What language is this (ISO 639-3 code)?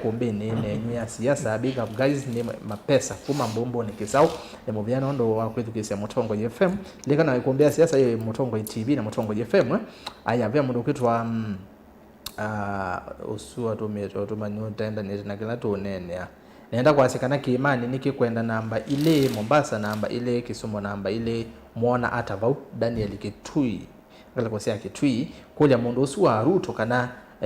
kam